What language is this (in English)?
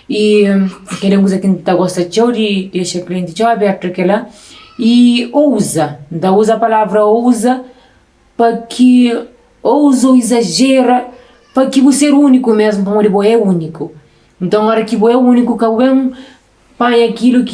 Kabuverdianu